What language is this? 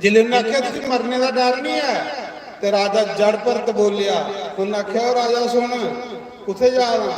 Dogri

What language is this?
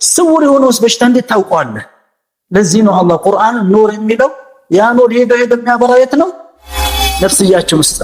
Amharic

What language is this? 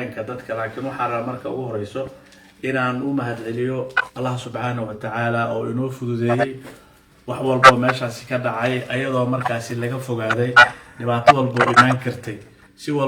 Somali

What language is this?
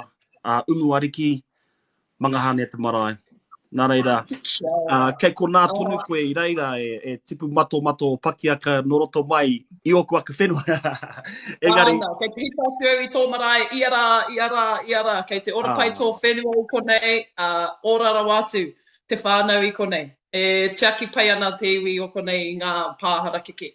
Māori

